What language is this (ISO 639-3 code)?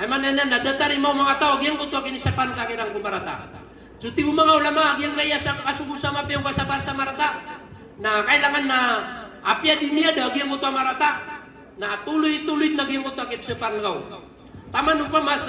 mrw